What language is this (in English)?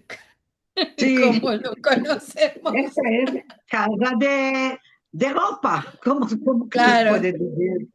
Ladino